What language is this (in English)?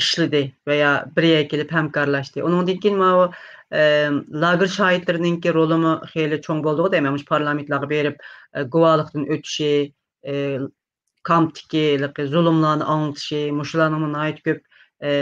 Uyghur